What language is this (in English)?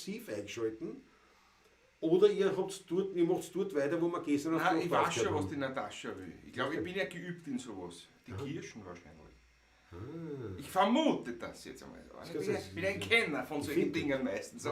Bavarian